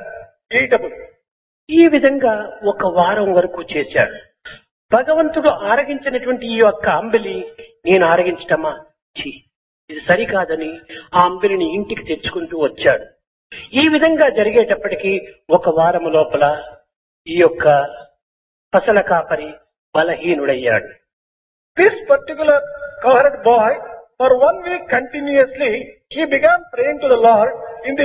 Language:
Telugu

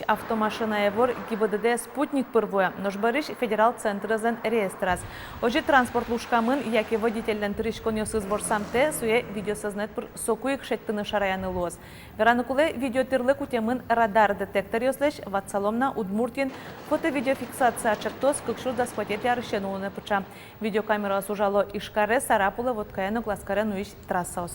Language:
Udmurt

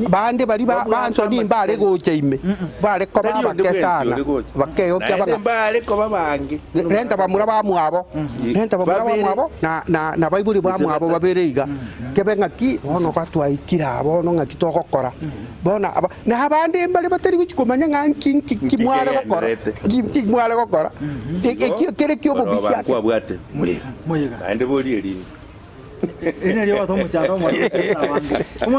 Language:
Gusii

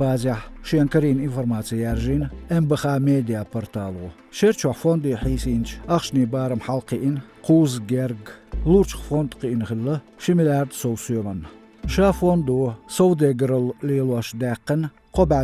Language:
Chechen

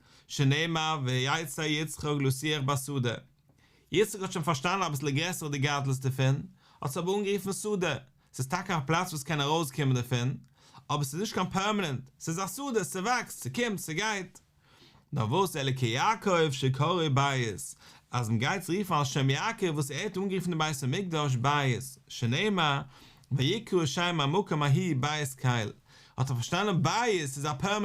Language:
Yiddish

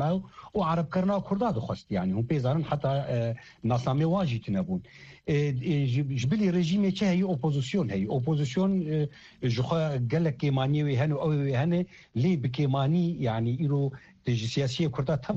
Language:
Kurdish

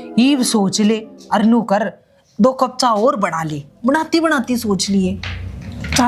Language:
Haryanvi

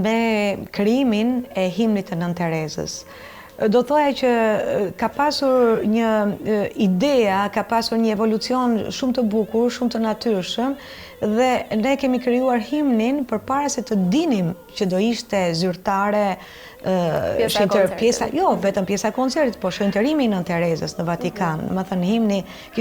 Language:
Albanian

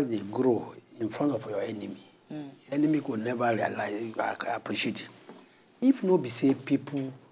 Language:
Nigerian Pidgin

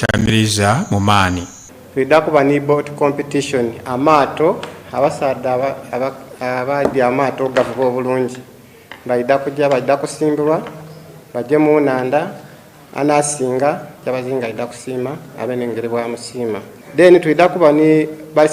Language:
Soga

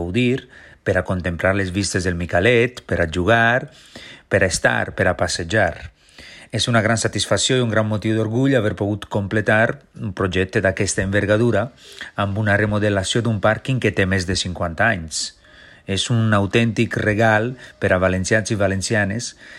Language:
Catalan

